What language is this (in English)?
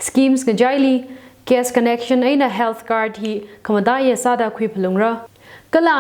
Tangkhul Naga (India)